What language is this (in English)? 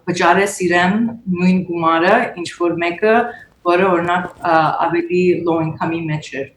Western Armenian